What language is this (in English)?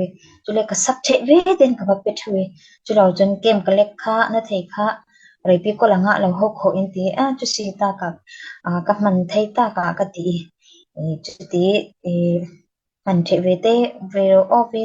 Falam Chin